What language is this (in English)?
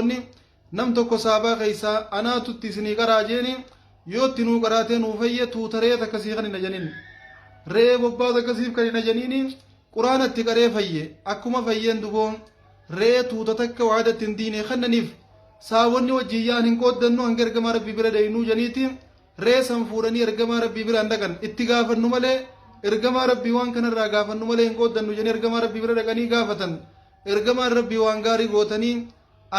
Oromo